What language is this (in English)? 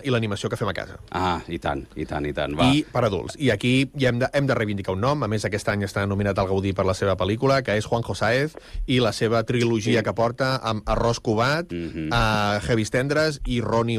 Catalan